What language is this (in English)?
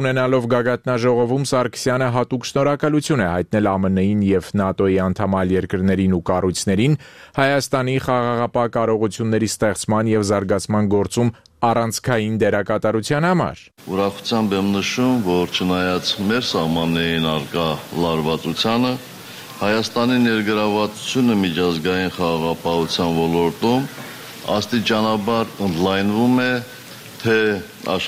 Armenian